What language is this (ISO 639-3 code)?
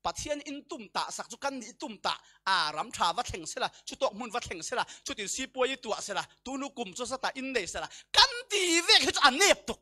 cfm